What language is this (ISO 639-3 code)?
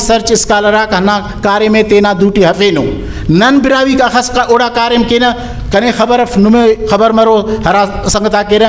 brh